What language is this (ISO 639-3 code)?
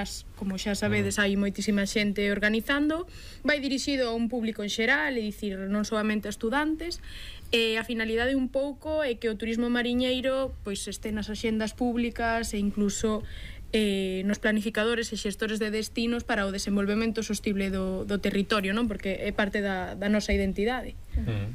glg